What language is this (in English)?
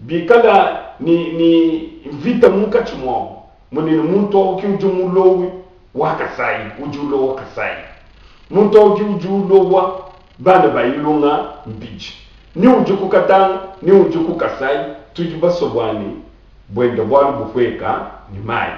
Luba-Lulua